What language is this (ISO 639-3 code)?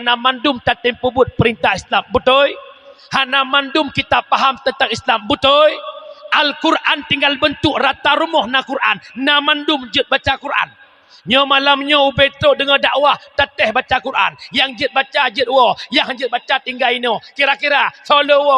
ace